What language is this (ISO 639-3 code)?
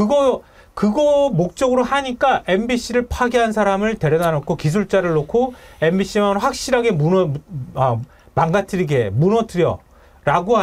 kor